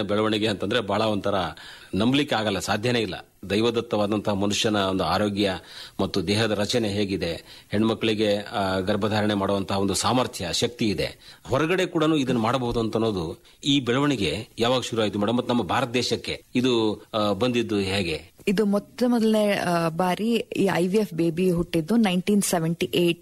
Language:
Kannada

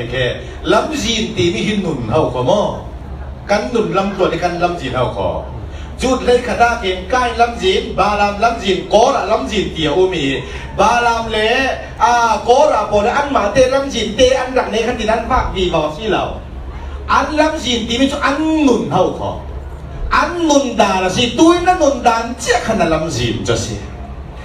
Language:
Falam Chin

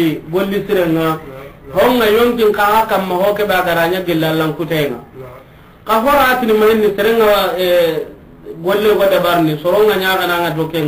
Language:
Soninke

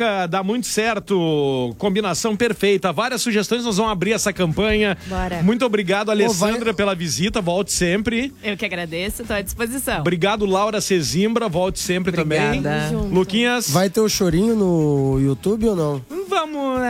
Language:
Portuguese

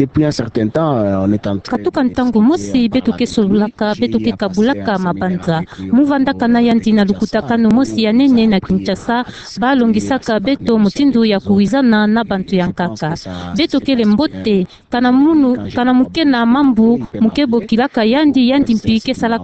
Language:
Kituba (Democratic Republic of Congo)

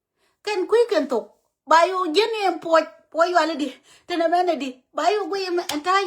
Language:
Nuer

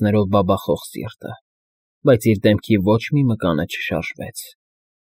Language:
Armenian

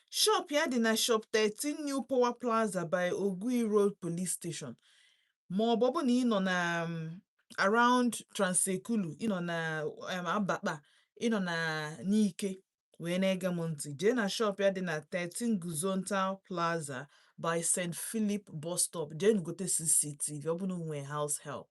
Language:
Igbo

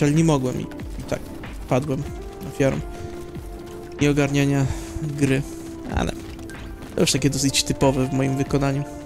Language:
Polish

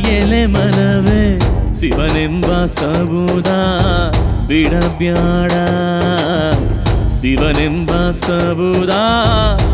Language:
Kannada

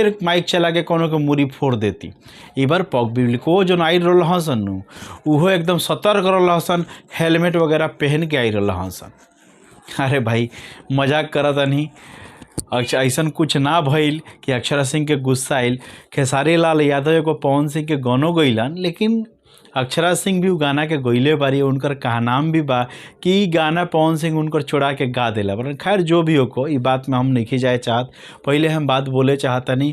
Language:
Bhojpuri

